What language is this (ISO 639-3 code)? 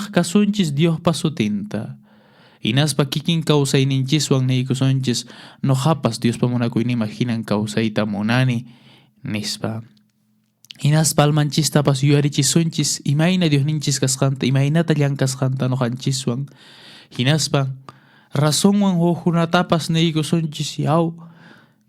que